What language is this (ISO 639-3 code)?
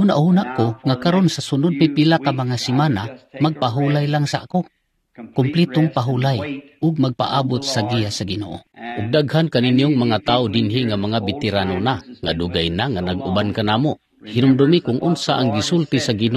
ceb